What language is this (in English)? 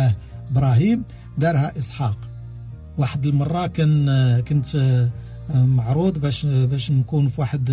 Moroccan Arabic